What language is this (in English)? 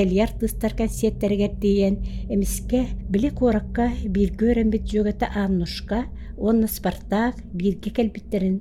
Yakut